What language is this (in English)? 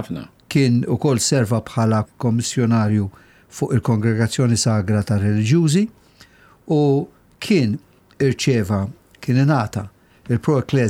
Maltese